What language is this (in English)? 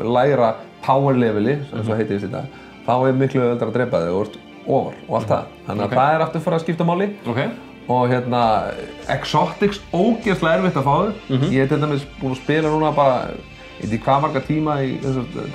Icelandic